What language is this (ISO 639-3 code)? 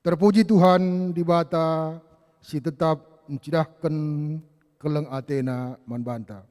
btx